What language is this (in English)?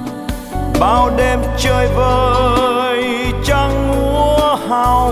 Vietnamese